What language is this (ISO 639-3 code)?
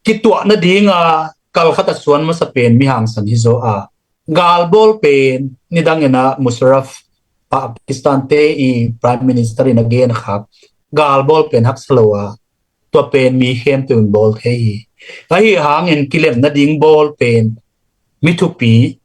ctd